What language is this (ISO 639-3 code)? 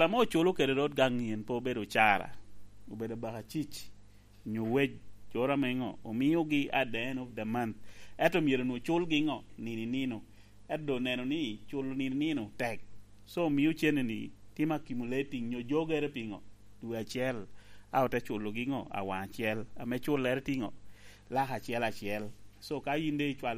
laj